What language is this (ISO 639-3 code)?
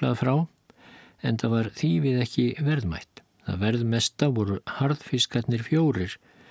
isl